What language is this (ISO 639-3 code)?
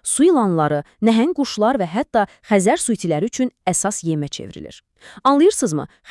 aze